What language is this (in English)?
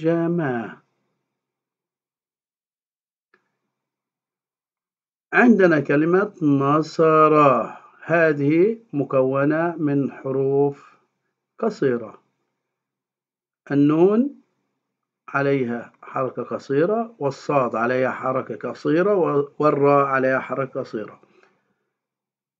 Arabic